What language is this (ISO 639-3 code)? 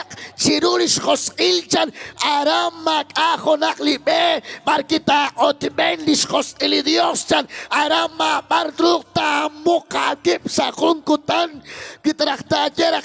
kek